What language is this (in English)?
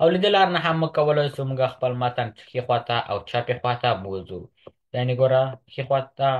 Pashto